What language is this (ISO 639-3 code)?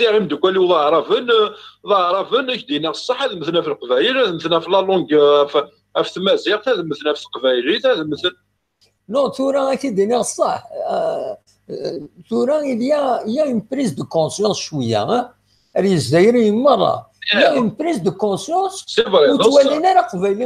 kab